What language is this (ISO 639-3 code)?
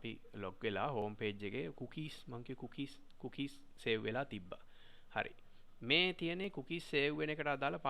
sin